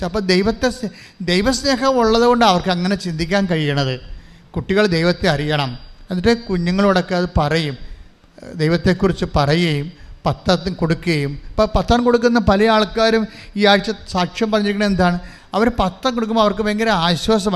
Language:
Malayalam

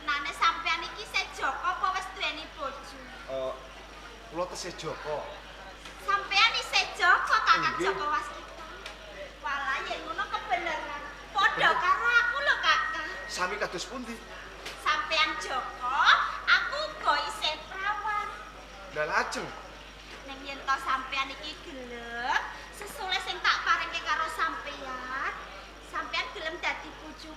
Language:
Javanese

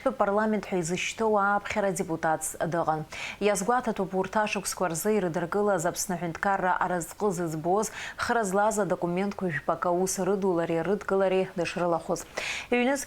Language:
Abkhazian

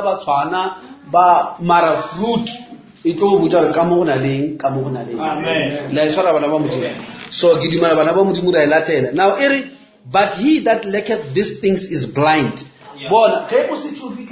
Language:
Northern Sotho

